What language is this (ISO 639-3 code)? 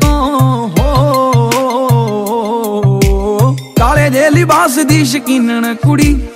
pan